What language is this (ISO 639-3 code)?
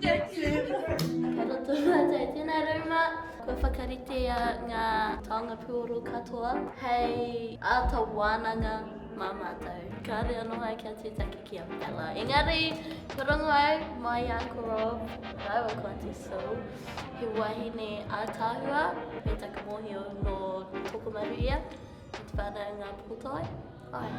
mri